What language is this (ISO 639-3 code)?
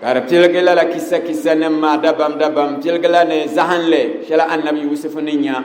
dag